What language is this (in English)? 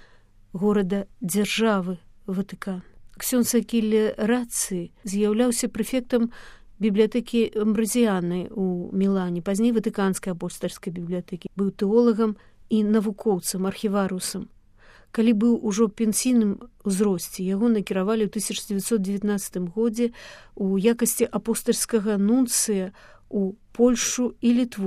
Belarusian